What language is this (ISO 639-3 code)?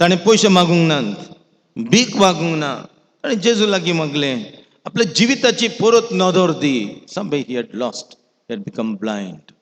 kok